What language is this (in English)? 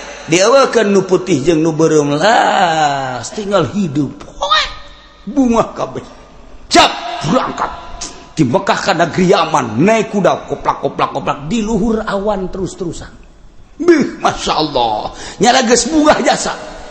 Sundanese